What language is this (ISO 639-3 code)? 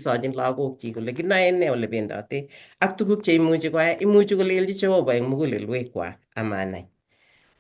kln